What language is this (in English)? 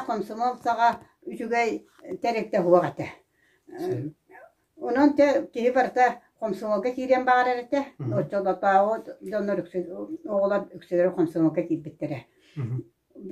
Yakut